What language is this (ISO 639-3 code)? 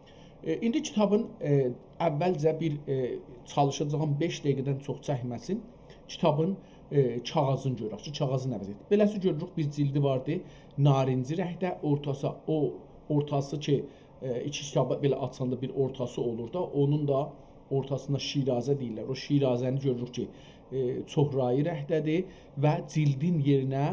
azb